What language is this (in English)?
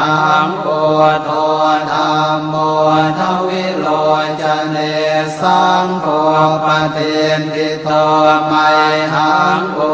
Pali